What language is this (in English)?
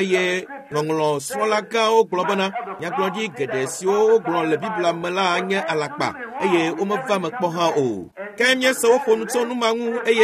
Ewe